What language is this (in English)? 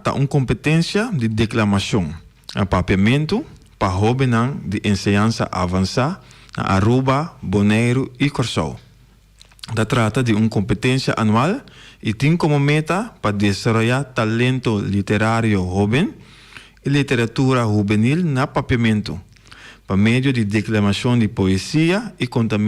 Papiamento